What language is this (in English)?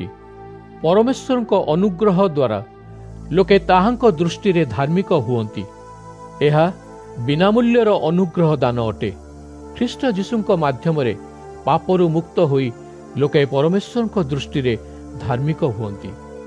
Odia